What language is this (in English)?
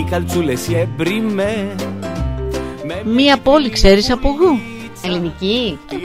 Greek